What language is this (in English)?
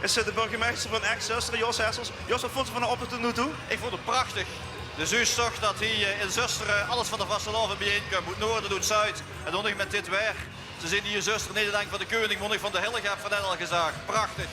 Limburgish